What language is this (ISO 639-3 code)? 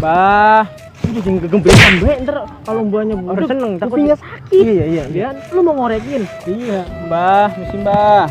bew